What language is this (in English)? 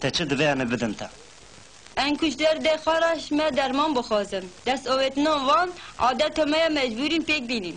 Kurdish